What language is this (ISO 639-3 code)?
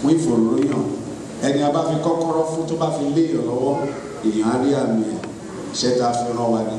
yor